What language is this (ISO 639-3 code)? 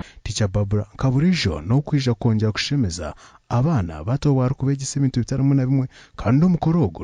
nyn